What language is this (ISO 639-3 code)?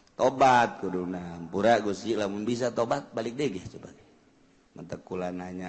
sun